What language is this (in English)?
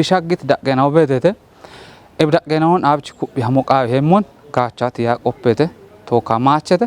Kafa